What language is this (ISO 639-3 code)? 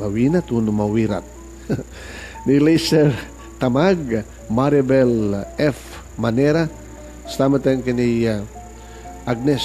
ilo